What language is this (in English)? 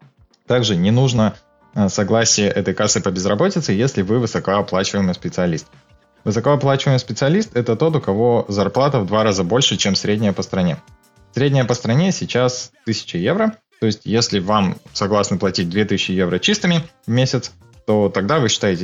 Russian